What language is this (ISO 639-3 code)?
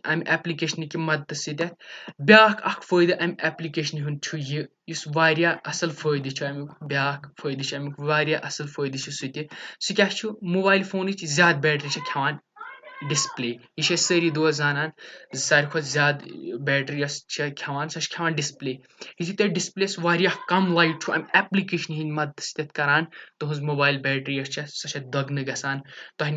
kas